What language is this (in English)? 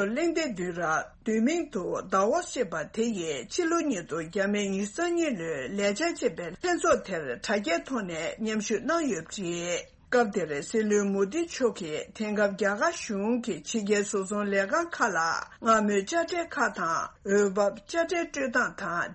Tibetan